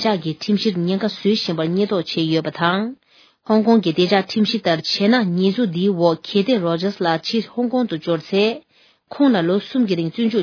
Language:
Tibetan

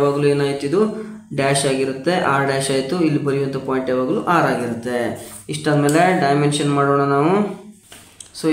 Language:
Kannada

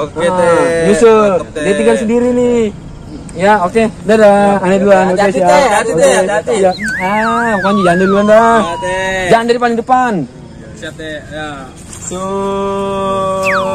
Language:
Betawi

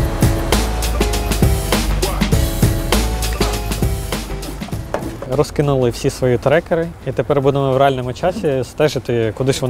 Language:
Ukrainian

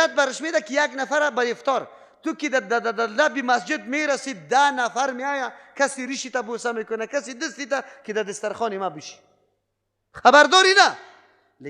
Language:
Persian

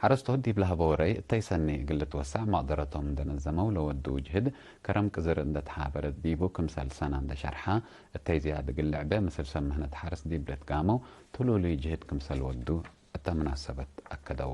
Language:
Tigre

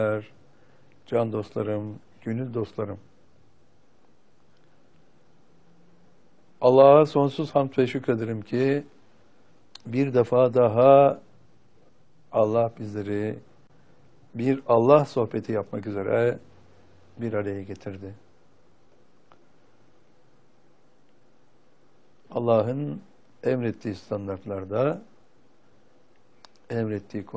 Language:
Turkish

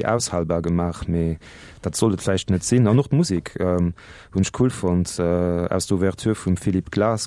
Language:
Luxembourgish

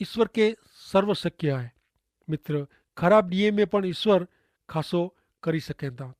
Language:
Kachhi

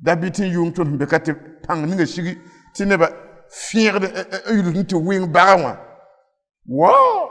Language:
Mossi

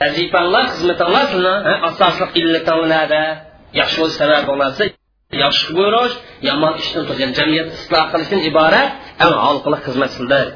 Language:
Uyghur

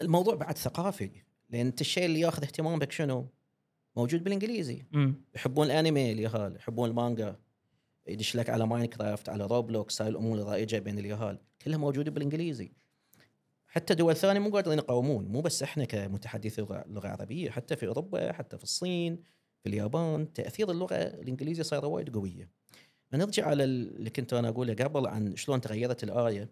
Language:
Gulf Arabic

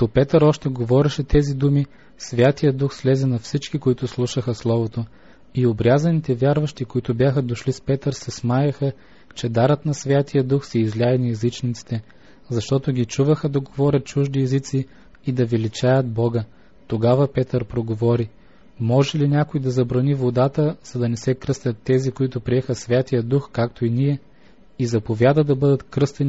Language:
Bulgarian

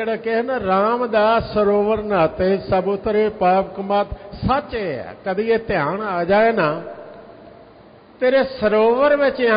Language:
Punjabi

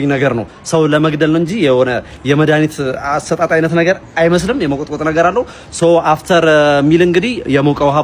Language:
Amharic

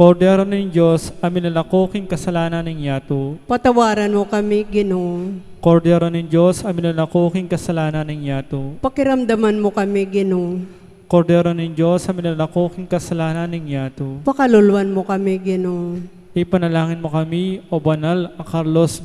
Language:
Pampanga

